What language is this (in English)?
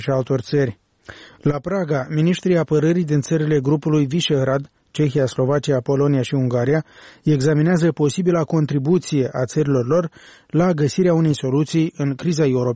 Romanian